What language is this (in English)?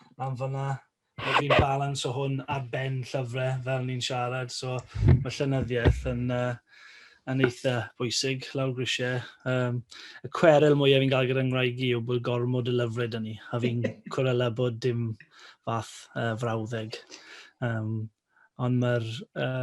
Welsh